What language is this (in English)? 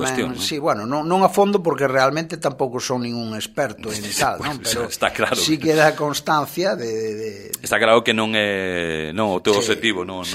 Galician